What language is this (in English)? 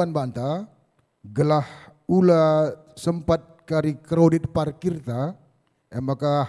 Batak Karo